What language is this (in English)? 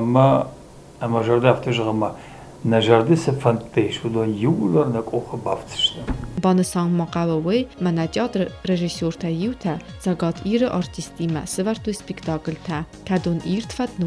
Ossetic